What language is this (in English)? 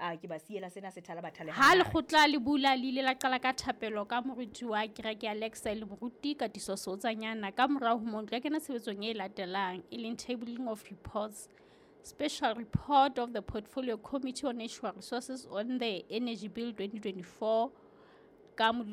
Southern Sotho